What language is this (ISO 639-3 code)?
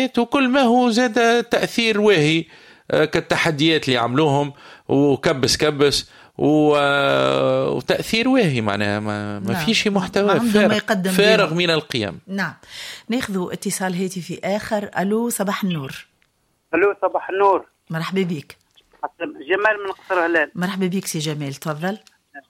aeb